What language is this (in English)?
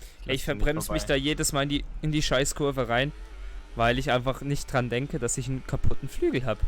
Swiss German